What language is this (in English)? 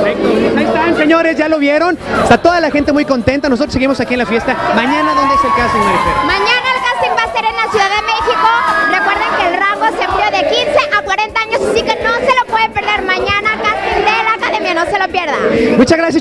Spanish